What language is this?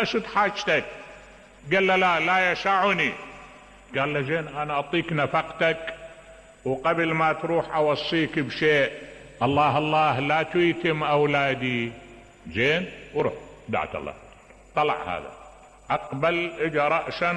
Mesopotamian Arabic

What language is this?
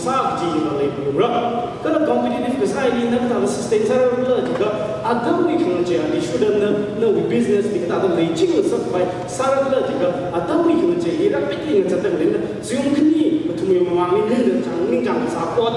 Tangkhul Naga (India)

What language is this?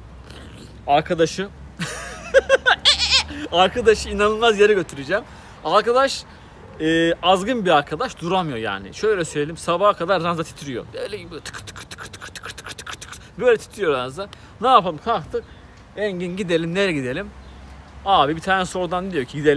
Turkish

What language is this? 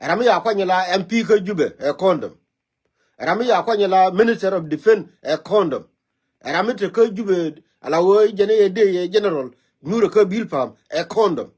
Nuer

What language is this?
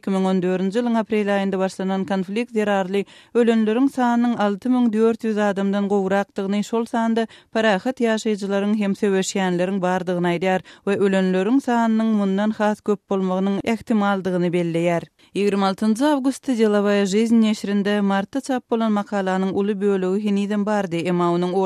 Turkmen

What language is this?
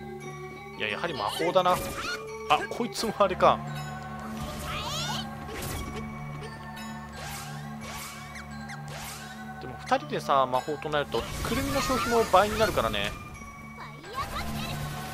Japanese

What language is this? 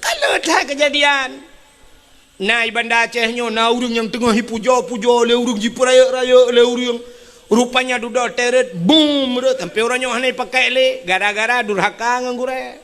Achinese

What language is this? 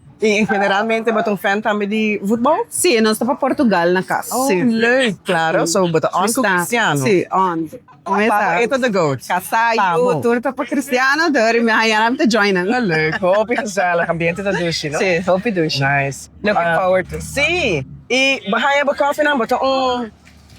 Papiamento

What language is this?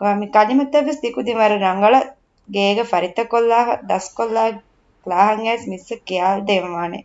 Divehi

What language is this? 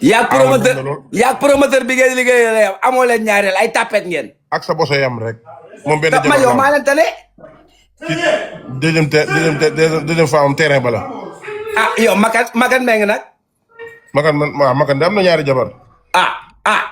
Wolof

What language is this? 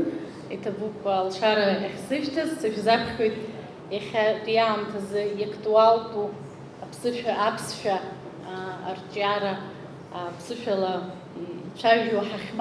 Abkhazian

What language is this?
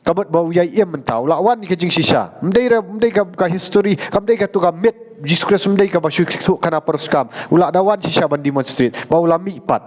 Khasi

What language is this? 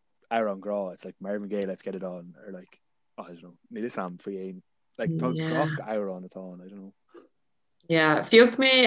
Irish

